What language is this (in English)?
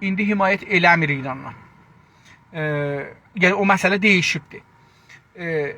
South Azerbaijani